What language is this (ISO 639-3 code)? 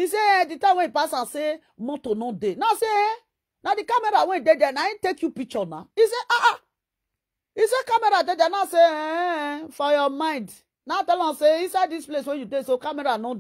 pcm